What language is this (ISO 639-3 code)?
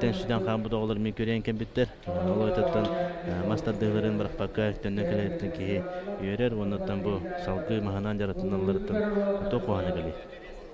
sah